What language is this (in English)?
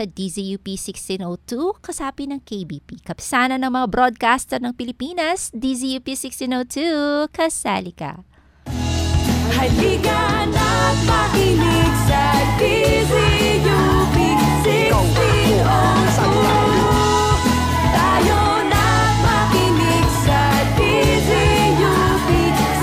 Filipino